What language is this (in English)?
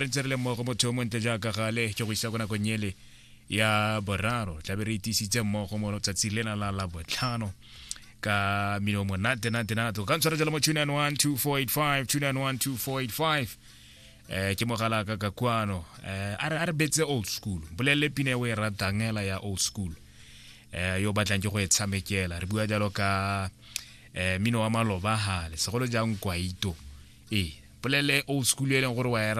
Tswana